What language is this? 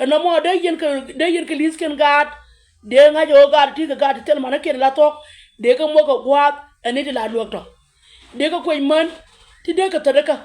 Nuer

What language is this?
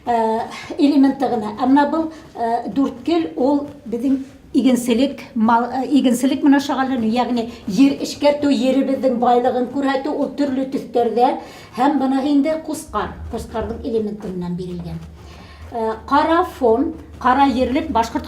Bashkir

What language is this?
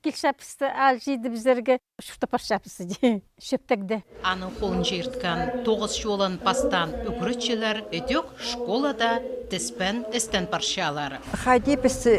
Khakas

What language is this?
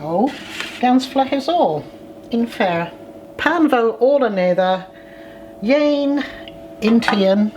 Cornish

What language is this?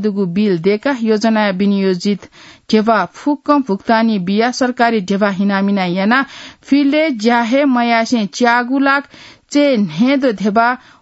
Newari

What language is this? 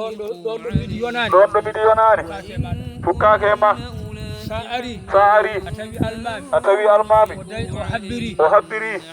Fula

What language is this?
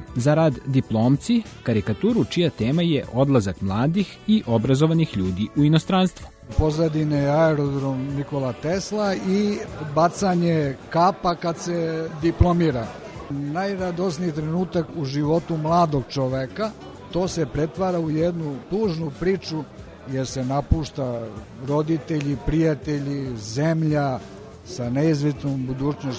Serbian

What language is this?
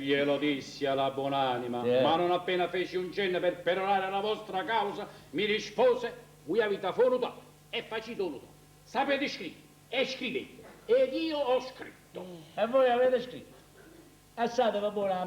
Neapolitan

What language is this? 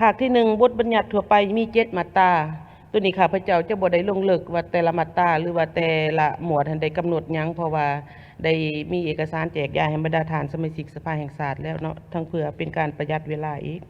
Lao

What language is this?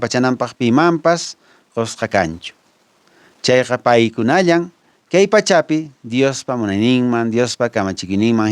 Quechua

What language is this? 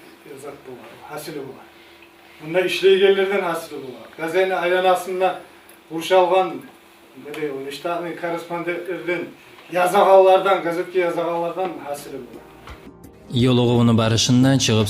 Kumyk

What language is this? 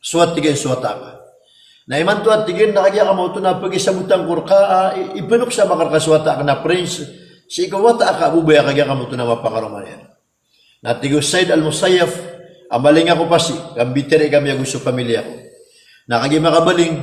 Maranao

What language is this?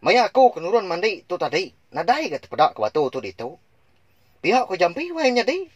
Iban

